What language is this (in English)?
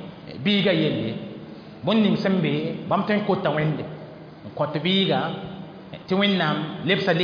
Mossi